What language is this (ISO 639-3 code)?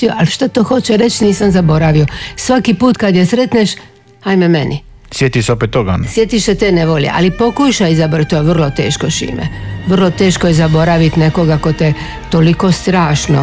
hrv